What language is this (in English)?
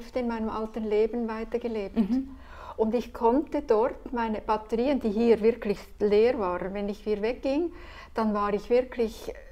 German